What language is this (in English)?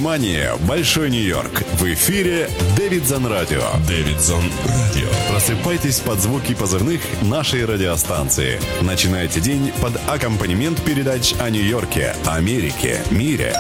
Russian